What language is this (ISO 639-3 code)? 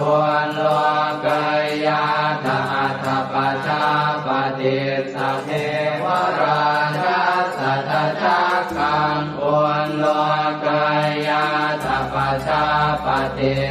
pli